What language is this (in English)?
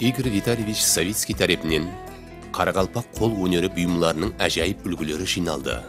Kara-Kalpak